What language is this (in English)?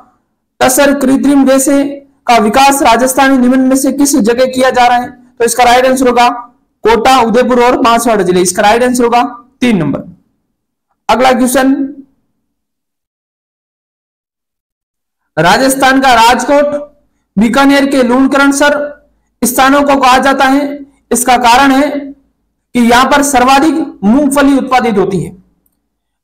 Hindi